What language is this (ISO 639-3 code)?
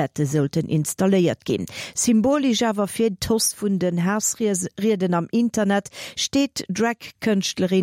ltz